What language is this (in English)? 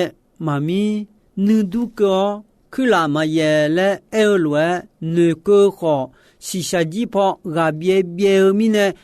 Akha